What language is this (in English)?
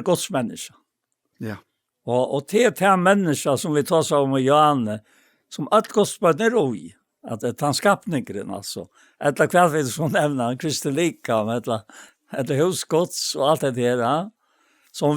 Faroese